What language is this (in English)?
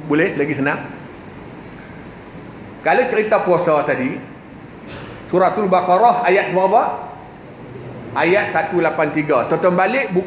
Malay